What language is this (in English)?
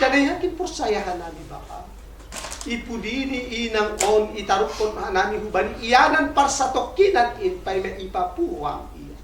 Batak Toba